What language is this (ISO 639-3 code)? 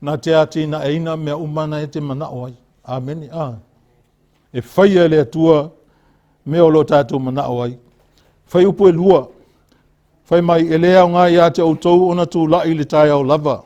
smo